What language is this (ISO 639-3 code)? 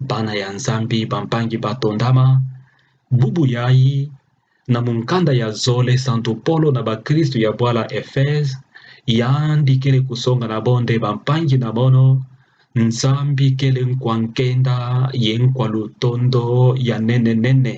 ktu